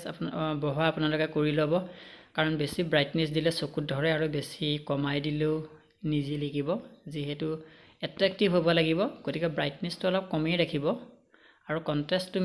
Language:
Assamese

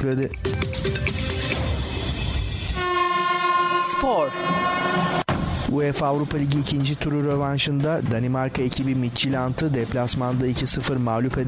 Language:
Turkish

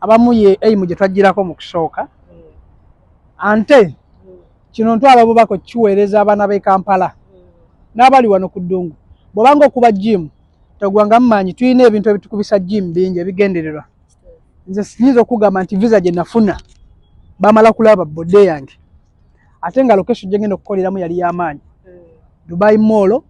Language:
Ganda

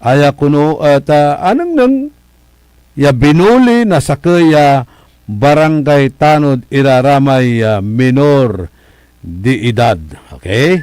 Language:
Pangasinan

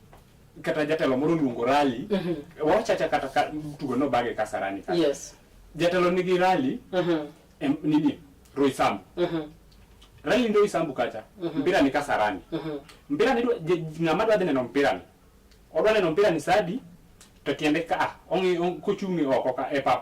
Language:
Luo (Kenya and Tanzania)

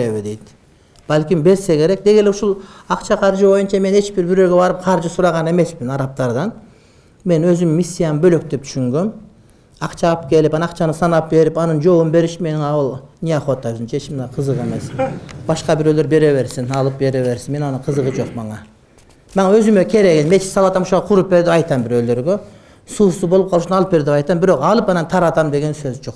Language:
Kyrgyz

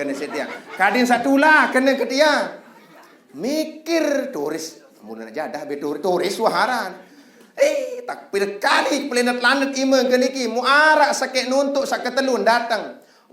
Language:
Sasak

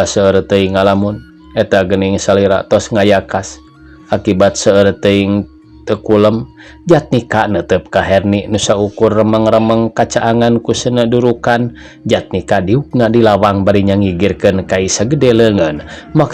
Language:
Sundanese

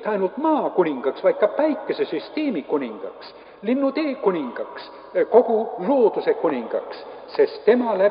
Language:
Estonian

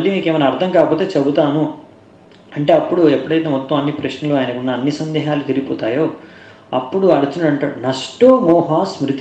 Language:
Telugu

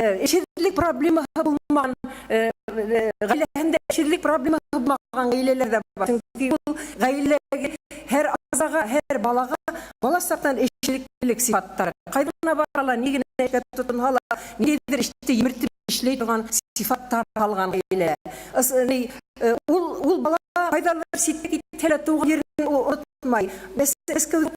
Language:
Bashkir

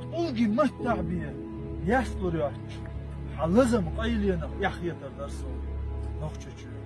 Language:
Chechen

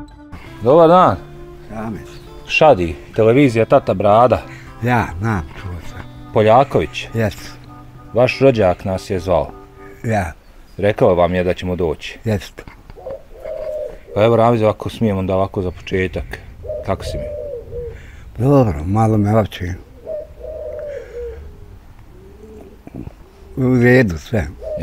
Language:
Bosnian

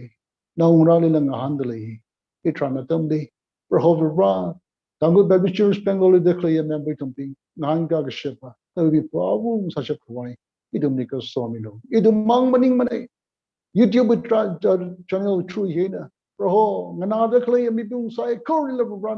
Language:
Tangkhul Naga (India)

